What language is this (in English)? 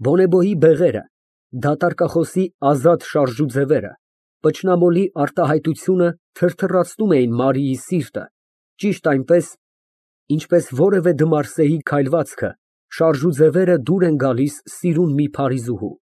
Armenian